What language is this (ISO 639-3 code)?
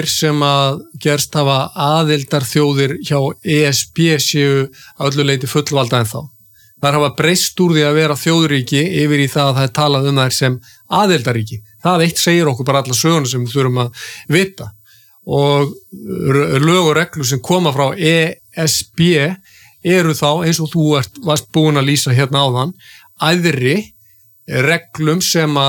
isl